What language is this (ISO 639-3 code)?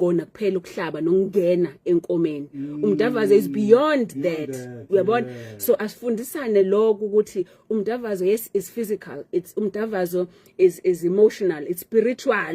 zul